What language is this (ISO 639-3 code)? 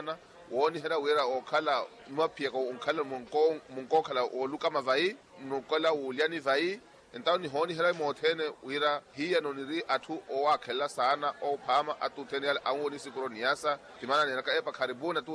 vmw